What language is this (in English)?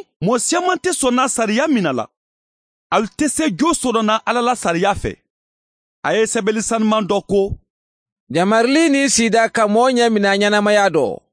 Mandingo